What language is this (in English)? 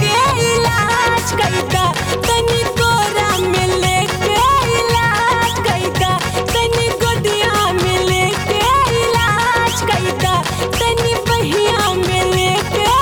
Bhojpuri